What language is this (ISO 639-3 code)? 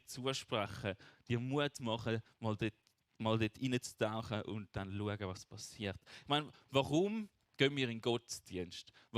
gsw